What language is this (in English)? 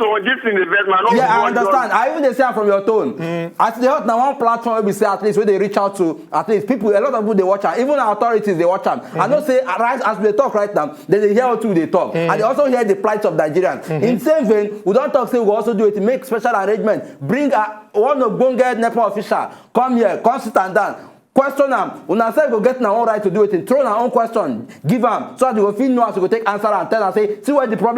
Nigerian Pidgin